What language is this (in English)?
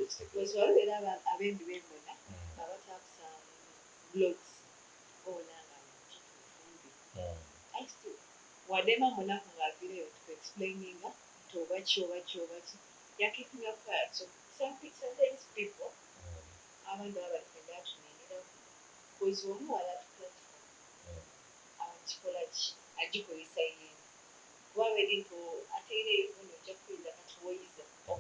Soga